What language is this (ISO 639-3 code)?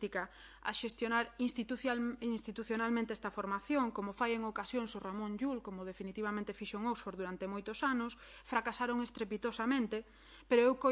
glg